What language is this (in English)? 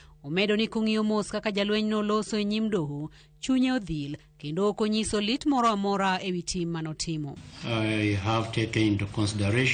Luo (Kenya and Tanzania)